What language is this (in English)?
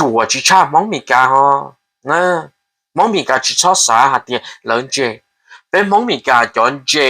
Hmong